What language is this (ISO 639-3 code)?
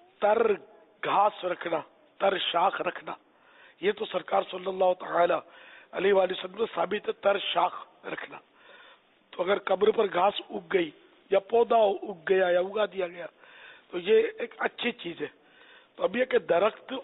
urd